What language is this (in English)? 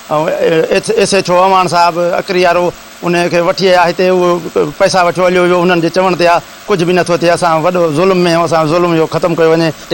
Sindhi